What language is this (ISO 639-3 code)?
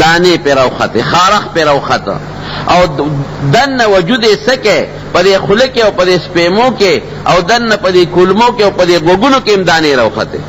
pus